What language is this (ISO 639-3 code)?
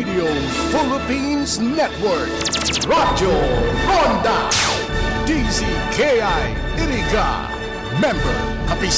bik